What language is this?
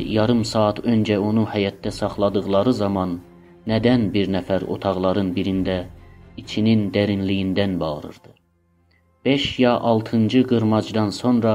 South Azerbaijani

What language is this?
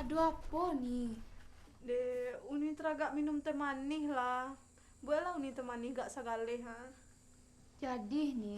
Minangkabau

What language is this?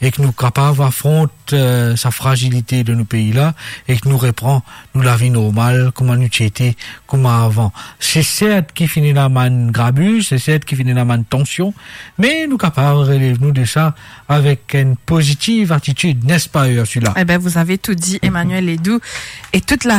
Morisyen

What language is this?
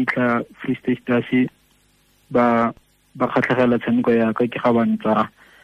Tswana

